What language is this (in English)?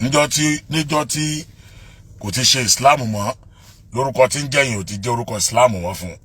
Yoruba